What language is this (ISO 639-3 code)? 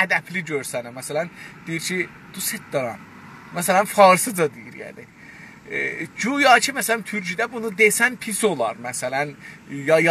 azb